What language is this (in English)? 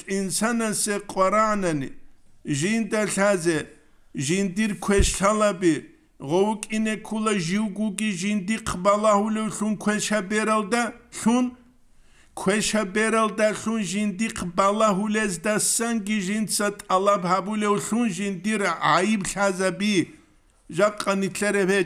Avaric